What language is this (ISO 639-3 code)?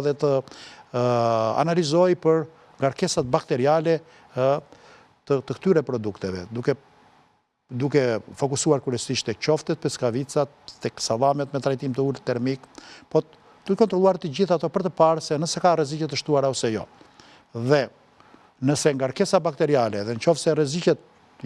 sqi